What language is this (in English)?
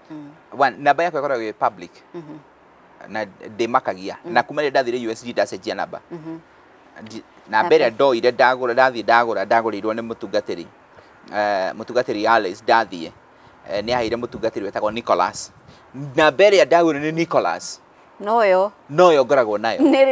Kikuyu